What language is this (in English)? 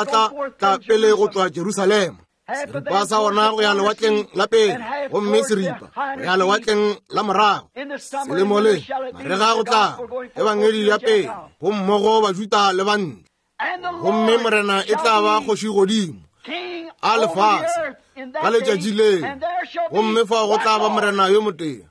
Northern Sotho